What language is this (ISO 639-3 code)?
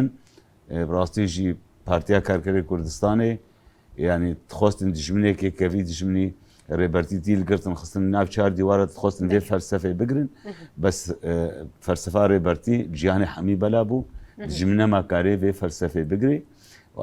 kur